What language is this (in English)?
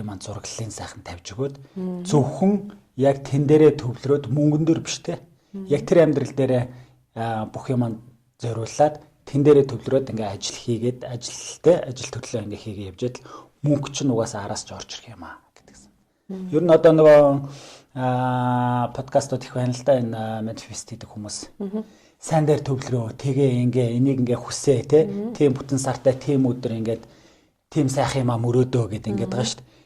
Mongolian